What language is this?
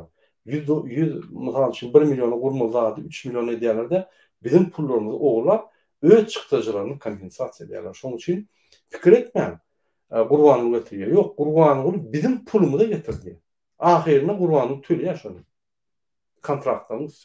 Turkmen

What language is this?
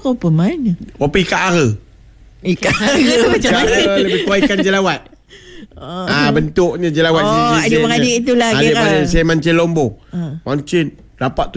Malay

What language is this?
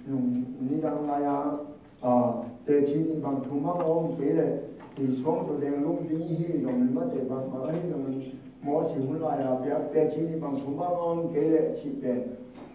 Tedim Chin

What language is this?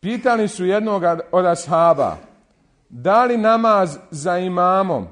Bosnian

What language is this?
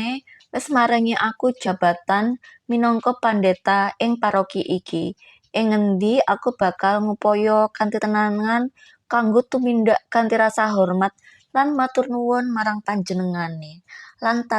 Javanese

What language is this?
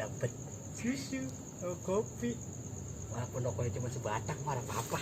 Betawi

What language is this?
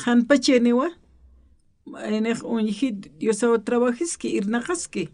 Aymara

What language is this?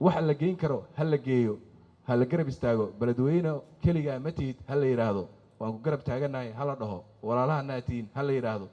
Somali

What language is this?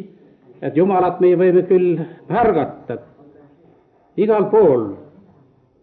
Estonian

